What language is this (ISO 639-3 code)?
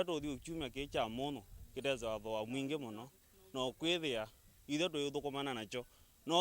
kam